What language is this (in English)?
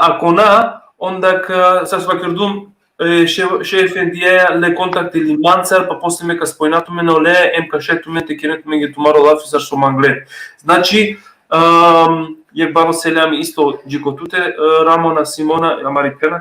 Balkan Romani